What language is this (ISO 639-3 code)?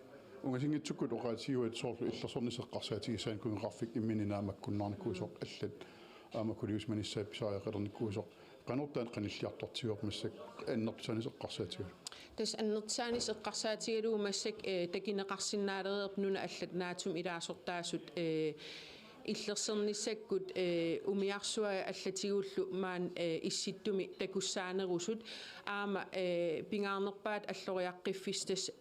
kal